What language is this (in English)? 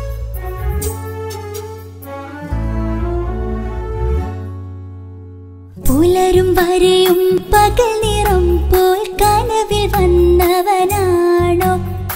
Malayalam